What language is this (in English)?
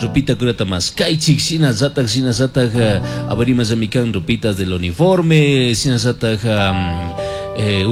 Chimborazo Highland Quichua